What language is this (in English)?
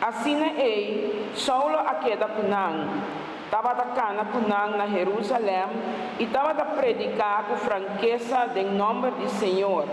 Papiamento